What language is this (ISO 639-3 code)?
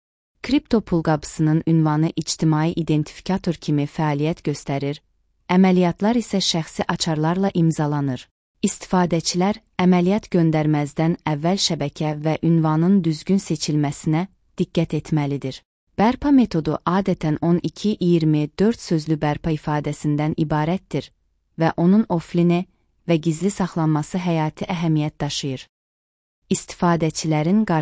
aze